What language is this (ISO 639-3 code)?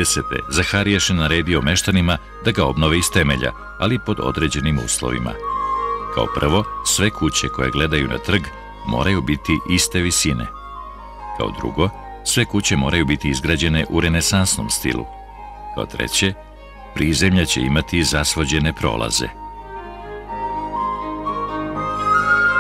srp